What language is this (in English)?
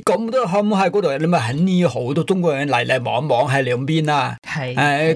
Cantonese